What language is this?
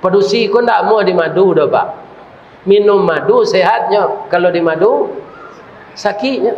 Minangkabau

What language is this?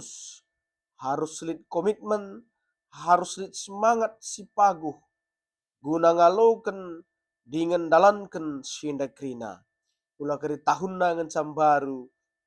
Batak Karo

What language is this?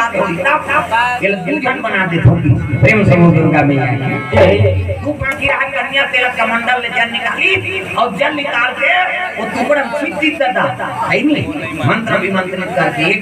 Chhattisgarhi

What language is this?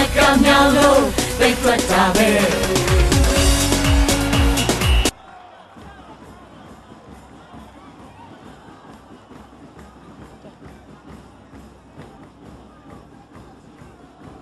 Burmese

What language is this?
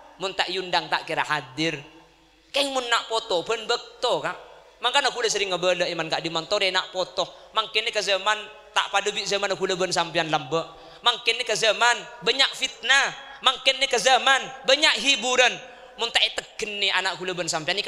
Madurese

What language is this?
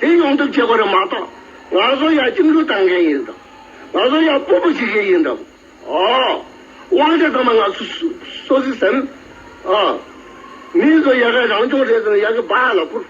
Tibetan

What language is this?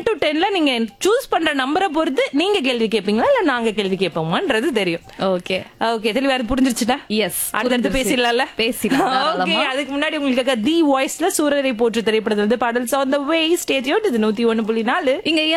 Tamil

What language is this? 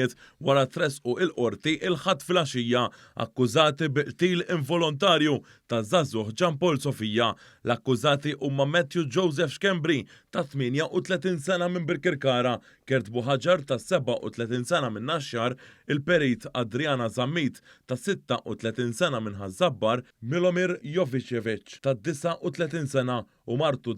Maltese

